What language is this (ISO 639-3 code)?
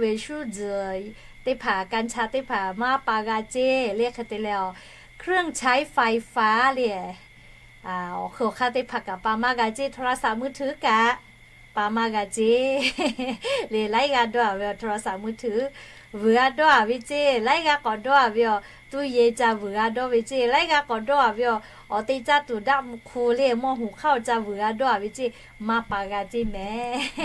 lhu